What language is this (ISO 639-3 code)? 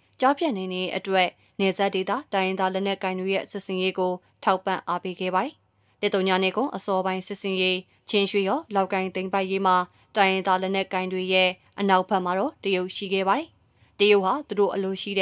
mya